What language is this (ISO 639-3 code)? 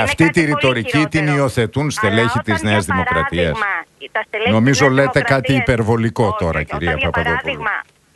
ell